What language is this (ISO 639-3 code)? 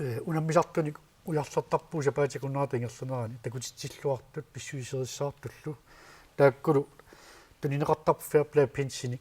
kal